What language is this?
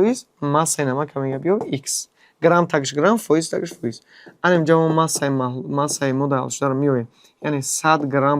Tajik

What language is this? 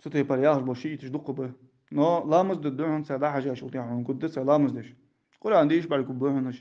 Ingush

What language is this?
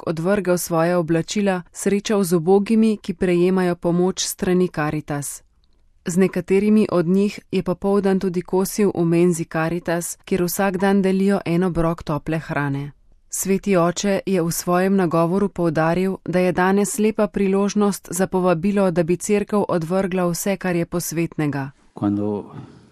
Slovenian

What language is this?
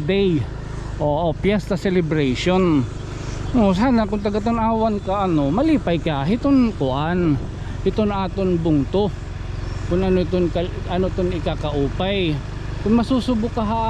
Waray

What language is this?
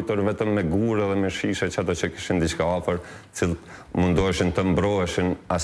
Albanian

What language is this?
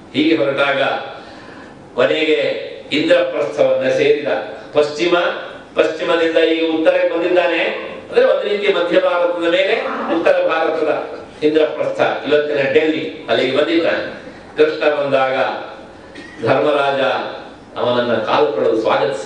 Kannada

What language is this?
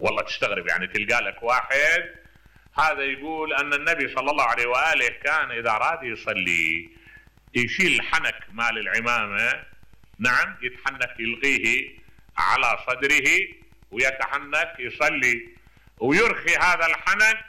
Mesopotamian Arabic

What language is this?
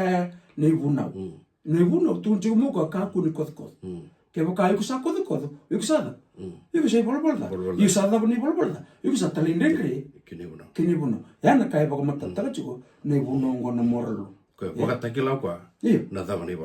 Fijian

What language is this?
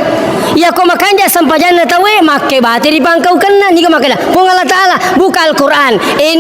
Buginese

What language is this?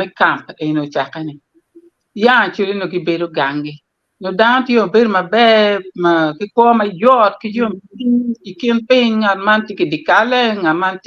Acoli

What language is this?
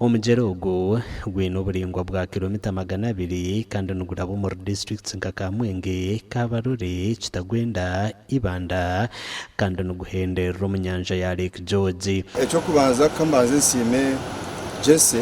Nyankole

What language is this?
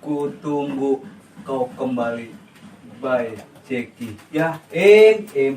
Betawi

